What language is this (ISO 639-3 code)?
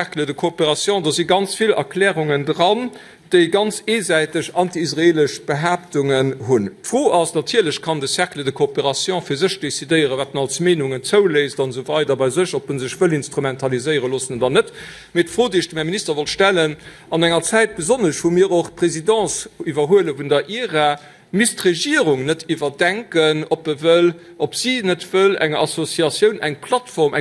ltz